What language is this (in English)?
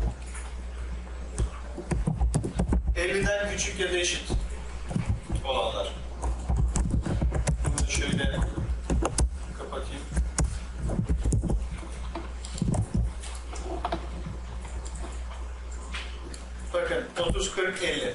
Turkish